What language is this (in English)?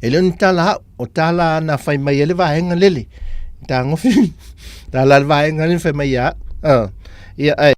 Samoan